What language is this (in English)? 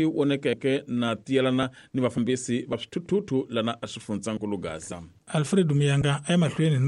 Tsonga